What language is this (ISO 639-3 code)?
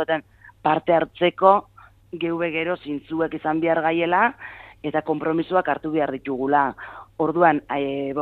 eus